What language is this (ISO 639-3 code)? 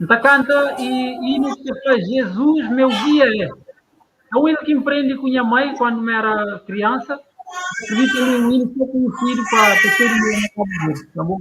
kea